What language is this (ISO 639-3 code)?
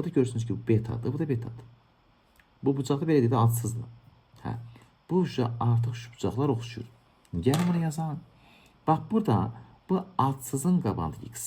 aze